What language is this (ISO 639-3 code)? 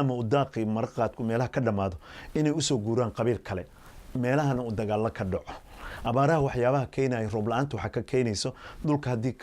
som